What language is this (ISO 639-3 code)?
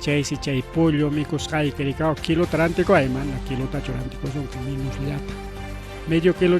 quy